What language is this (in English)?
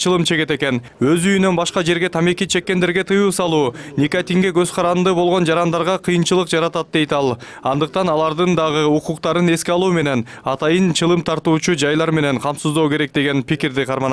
Kyrgyz